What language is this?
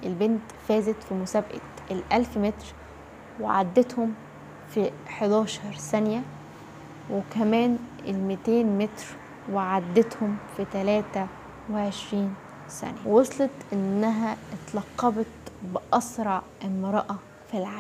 Egyptian Arabic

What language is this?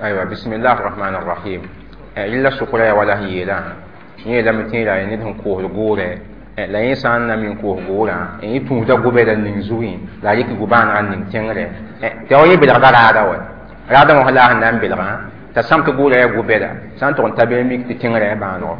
Mossi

